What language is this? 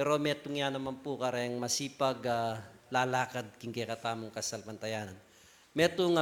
Pampanga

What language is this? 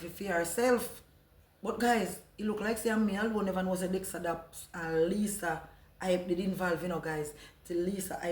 Jamaican Creole English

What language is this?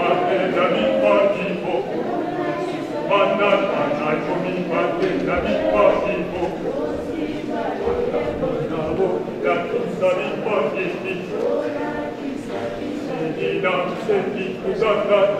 Swahili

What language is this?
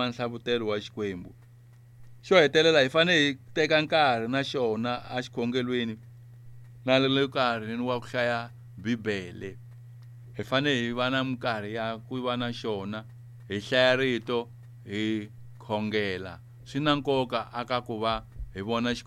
Tsonga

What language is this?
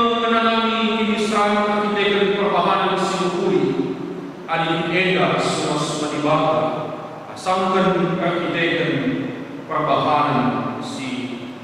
Batak Karo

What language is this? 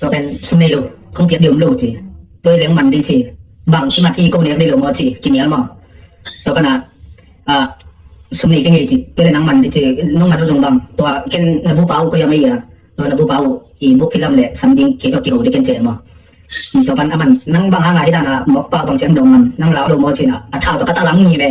Tedim Chin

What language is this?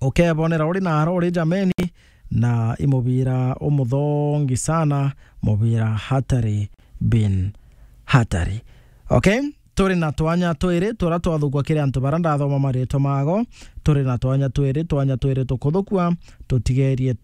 Meru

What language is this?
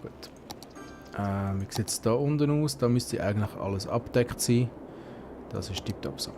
Swiss German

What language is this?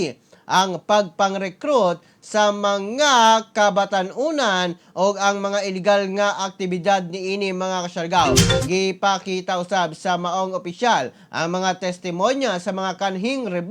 Cebuano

